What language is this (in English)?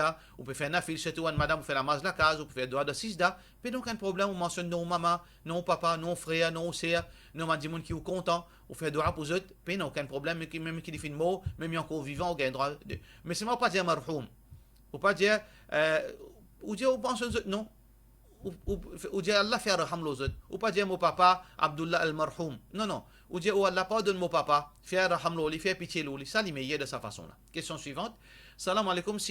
Morisyen